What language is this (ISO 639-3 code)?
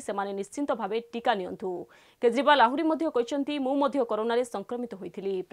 ori